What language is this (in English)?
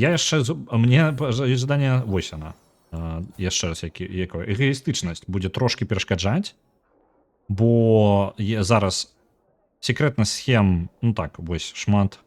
Belarusian